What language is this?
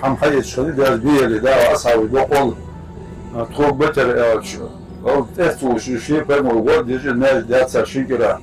Ingush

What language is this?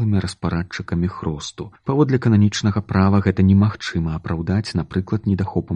Belarusian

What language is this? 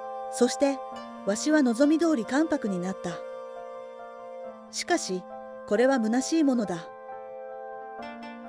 Japanese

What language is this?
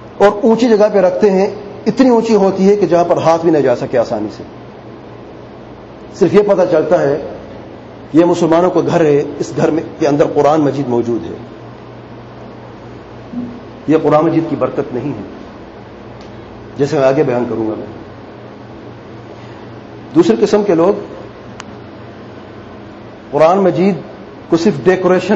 Urdu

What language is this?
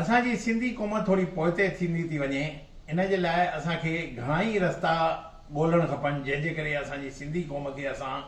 Sindhi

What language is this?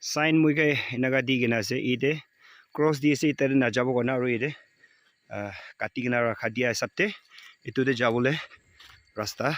Naga Pidgin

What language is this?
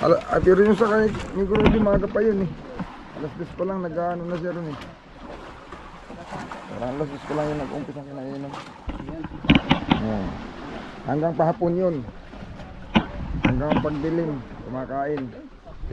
Filipino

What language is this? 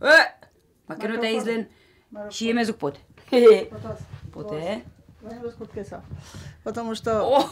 Udmurt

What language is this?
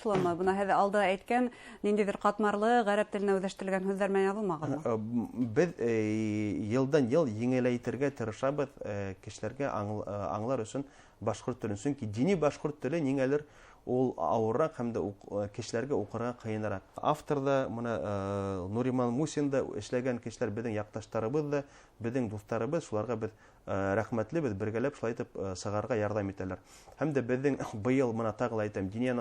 Bashkir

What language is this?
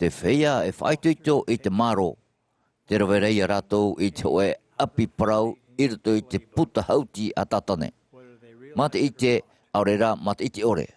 Tahitian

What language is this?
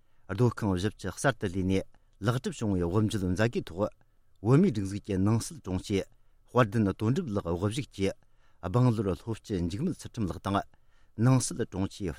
Tibetan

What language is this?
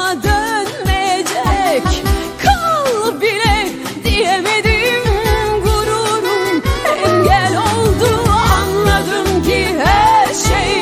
Turkish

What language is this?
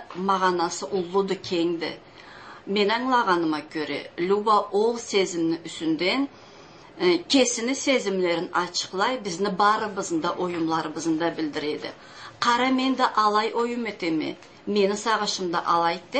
Karachay-Balkar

